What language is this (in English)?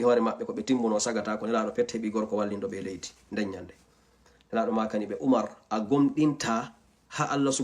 Fula